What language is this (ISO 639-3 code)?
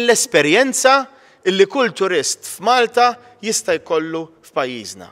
mlt